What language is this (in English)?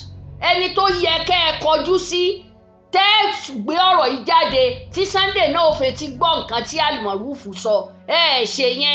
Yoruba